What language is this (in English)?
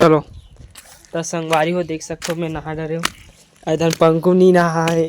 Chhattisgarhi